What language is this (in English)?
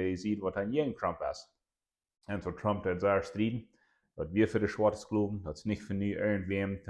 Plautdietsch